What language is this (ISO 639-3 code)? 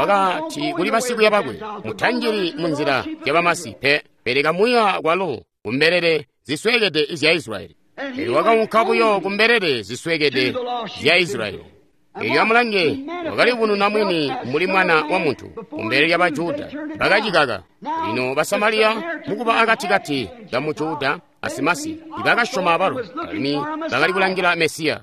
toi